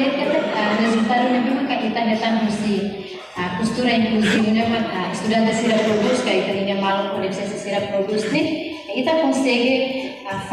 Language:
Tetum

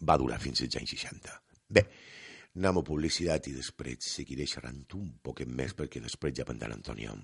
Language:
Catalan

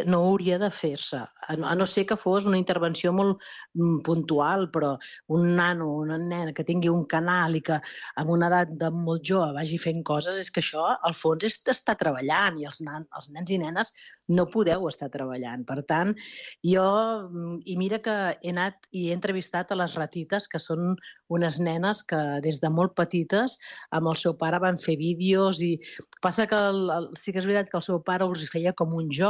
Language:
Catalan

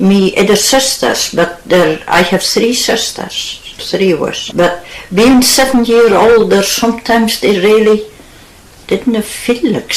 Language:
Scots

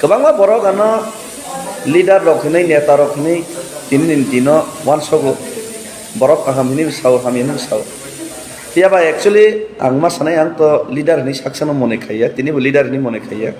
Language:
Kok Borok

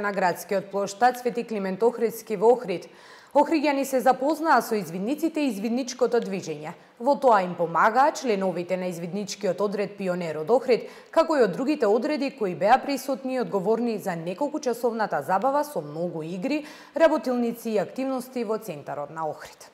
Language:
Macedonian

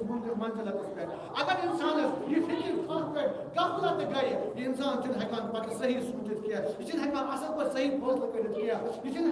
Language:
Kashmiri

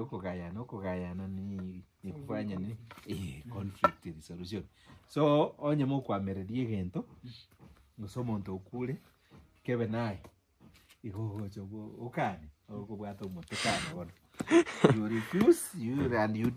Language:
Gusii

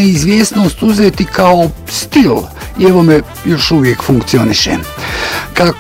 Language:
Bosnian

